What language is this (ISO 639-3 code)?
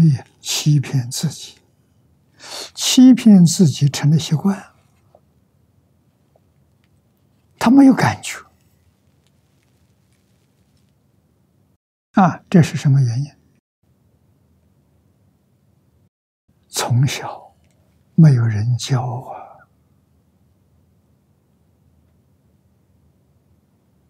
zho